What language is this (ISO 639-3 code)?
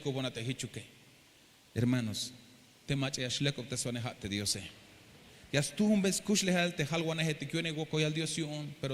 tzh